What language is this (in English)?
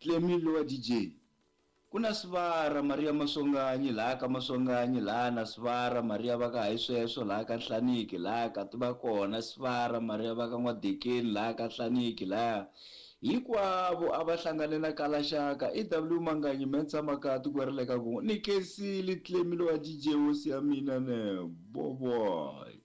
Tsonga